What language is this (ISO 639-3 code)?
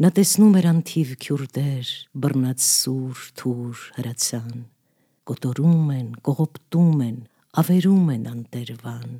hye